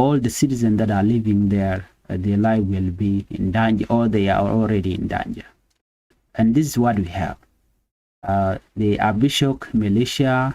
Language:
Nuer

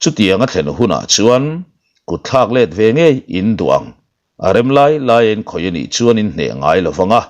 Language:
Mizo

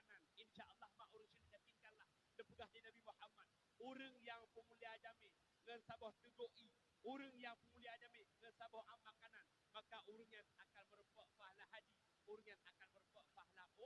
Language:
Achinese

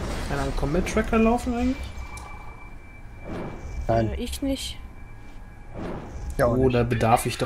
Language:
German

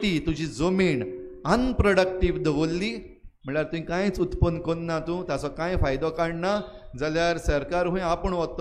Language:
Konkani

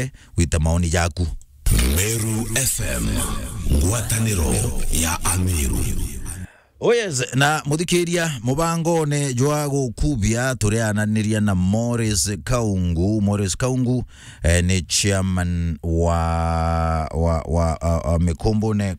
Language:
Meru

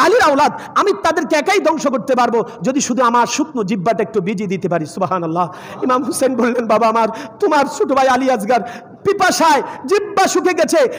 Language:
Bangla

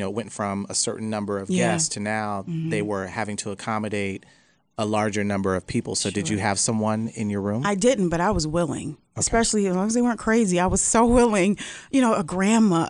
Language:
English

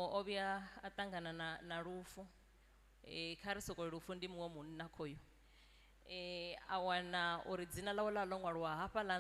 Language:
Venda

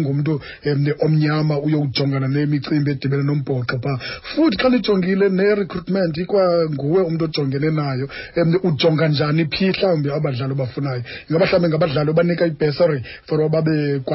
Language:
Xhosa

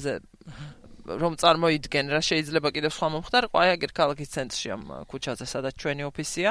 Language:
Georgian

